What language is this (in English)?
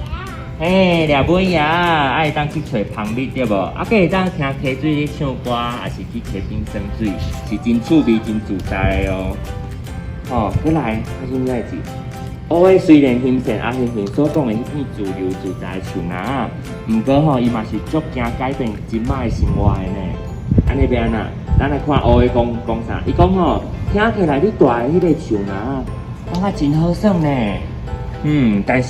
Min Nan Chinese